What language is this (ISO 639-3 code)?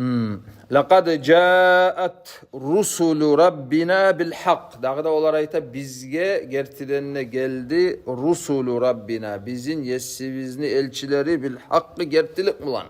kum